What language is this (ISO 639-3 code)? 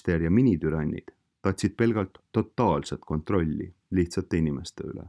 est